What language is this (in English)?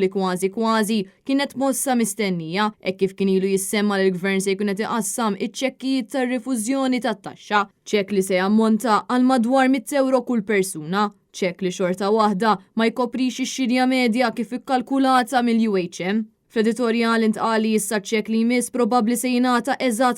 Maltese